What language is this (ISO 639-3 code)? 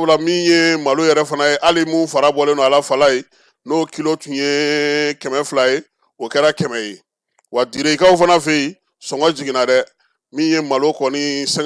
bam